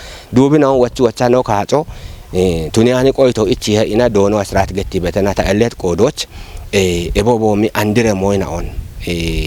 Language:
Kafa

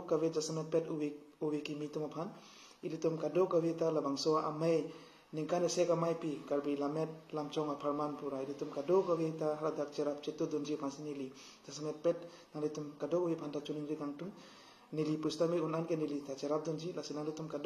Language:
Karbi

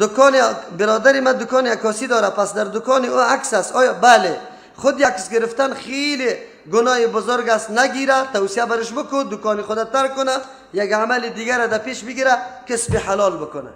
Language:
Persian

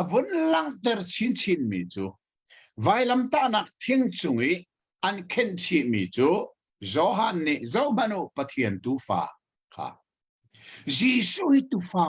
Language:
Hakha Chin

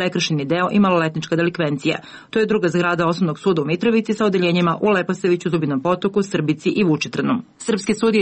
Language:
Serbian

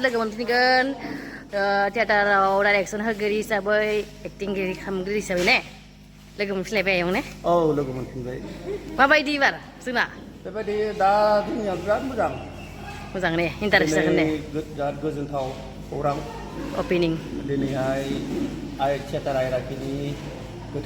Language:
Bodo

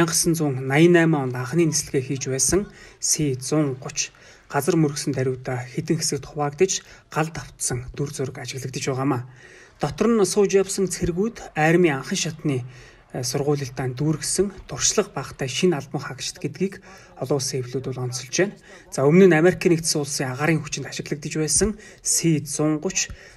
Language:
Mongolian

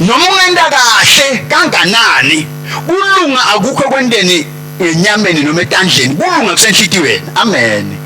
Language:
Swati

